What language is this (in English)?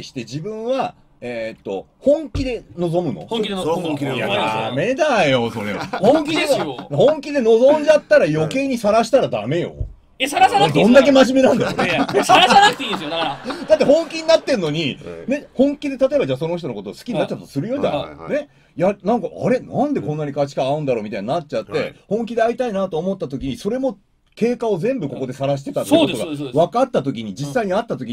Japanese